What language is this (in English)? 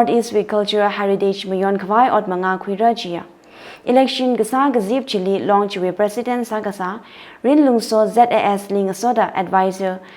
Tangkhul Naga (India)